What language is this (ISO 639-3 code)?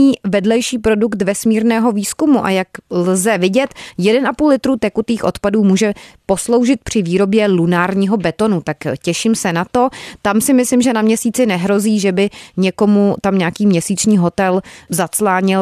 ces